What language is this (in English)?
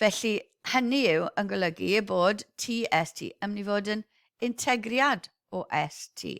Welsh